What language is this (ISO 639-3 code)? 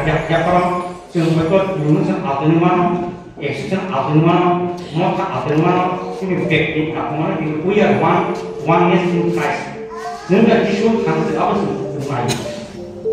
trp